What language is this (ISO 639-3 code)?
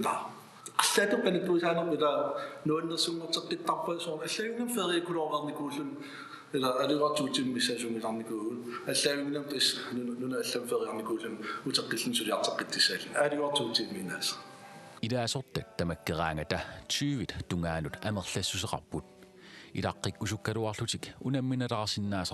kal